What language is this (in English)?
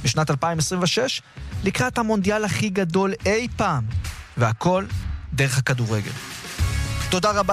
Hebrew